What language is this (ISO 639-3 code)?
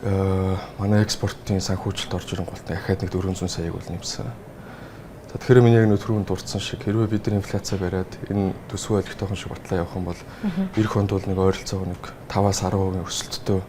mon